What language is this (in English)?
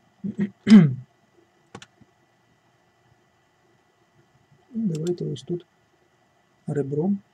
Ukrainian